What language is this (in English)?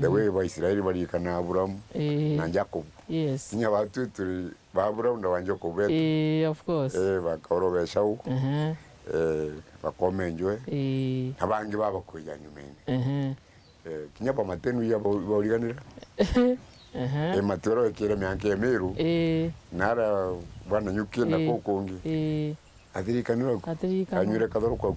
Meru